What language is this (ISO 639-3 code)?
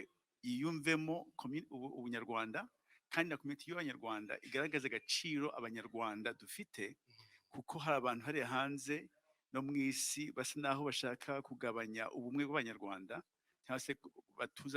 kin